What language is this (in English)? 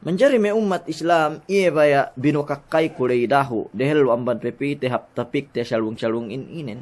Yakan